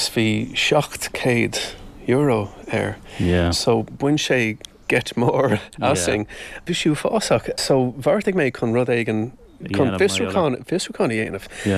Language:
Irish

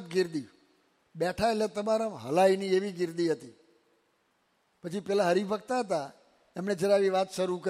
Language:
Gujarati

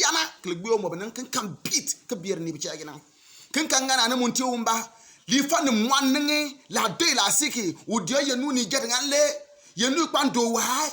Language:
Bimoba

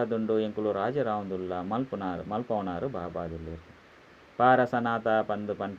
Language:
Tulu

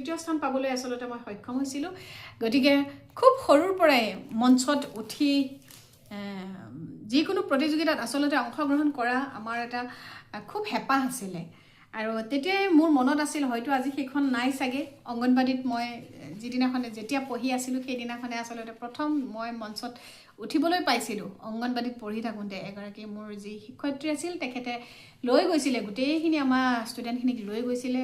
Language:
Assamese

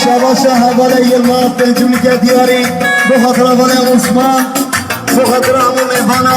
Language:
Kurdish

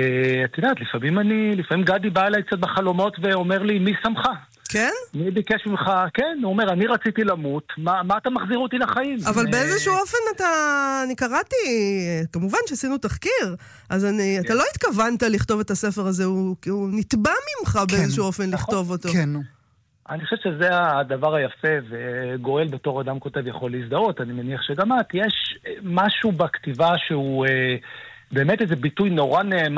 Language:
Hebrew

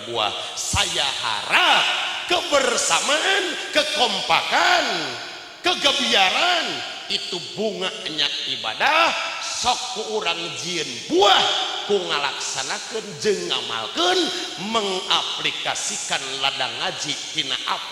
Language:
Sundanese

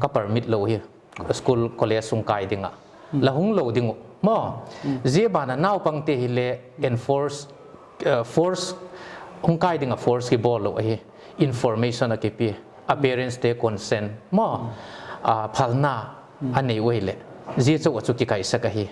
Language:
Paite Chin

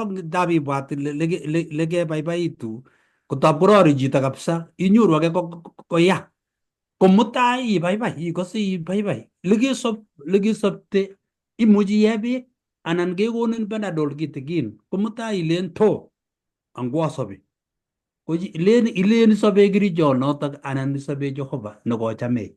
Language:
Kalenjin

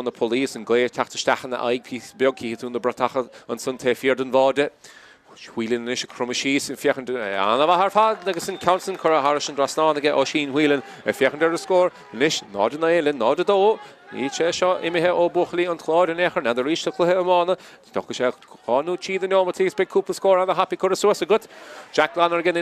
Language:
Irish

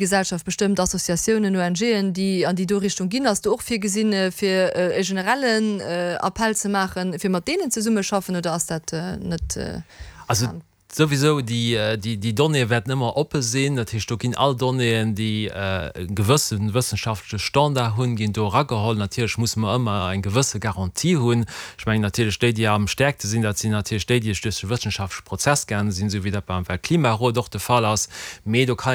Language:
Luxembourgish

